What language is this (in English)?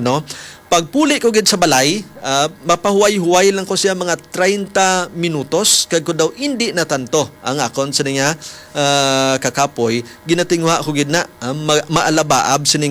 Hiligaynon